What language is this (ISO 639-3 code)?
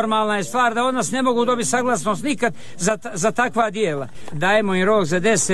bos